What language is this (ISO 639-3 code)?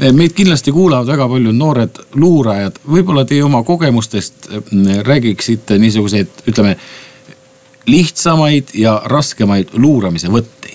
est